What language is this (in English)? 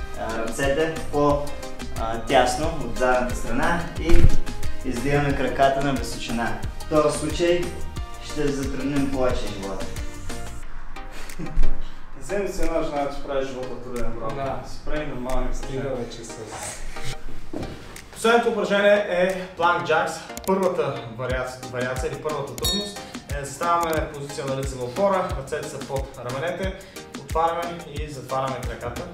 Bulgarian